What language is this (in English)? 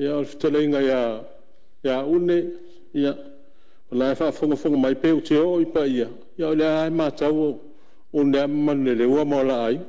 Samoan